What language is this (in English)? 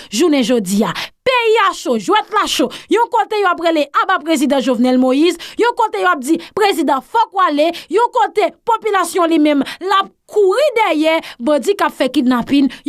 Haitian Creole